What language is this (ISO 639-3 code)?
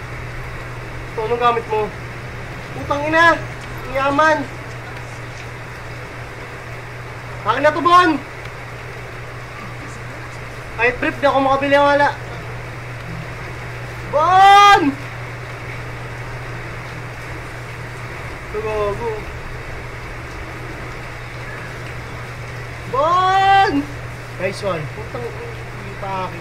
fil